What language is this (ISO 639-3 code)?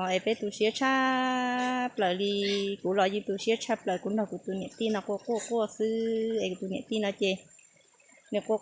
hmn